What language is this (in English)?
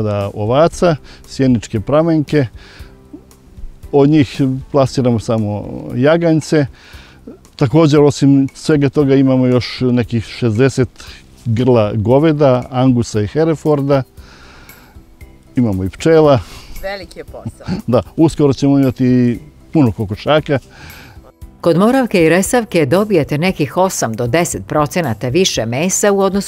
Serbian